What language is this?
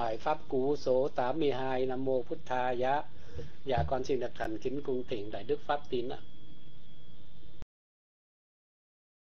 Vietnamese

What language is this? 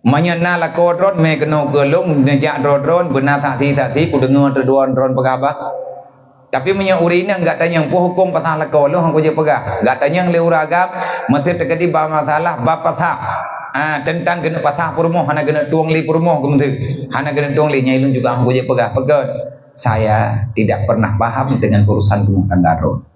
Achinese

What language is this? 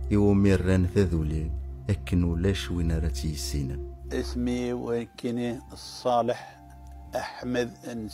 Kabyle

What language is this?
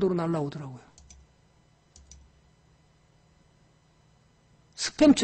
Korean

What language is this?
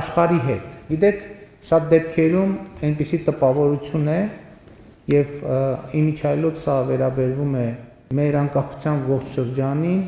Armenian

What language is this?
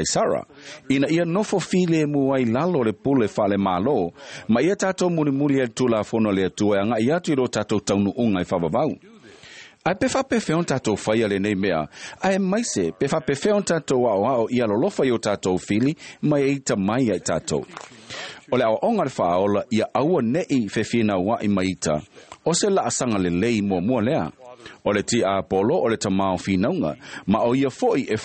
Samoan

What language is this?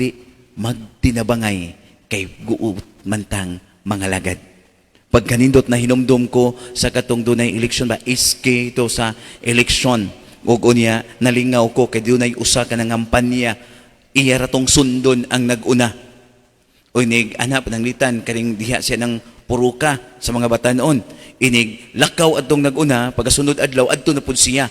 Cebuano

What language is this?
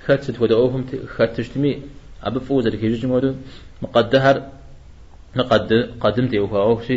Kabardian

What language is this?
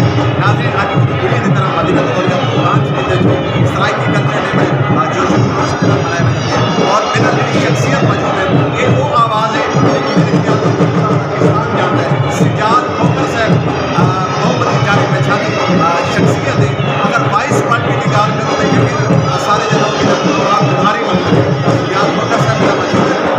Saraiki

